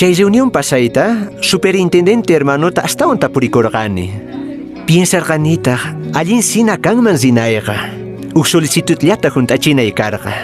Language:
Quechua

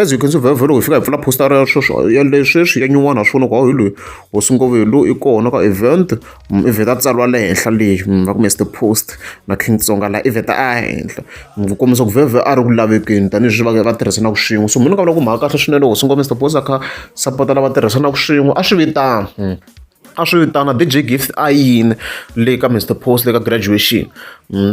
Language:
Tsonga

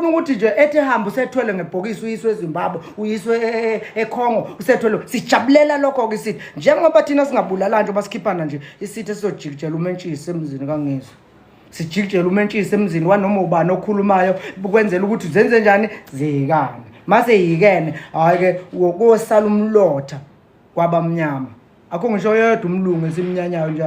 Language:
Zulu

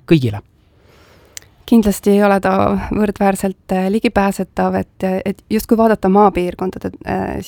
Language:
Estonian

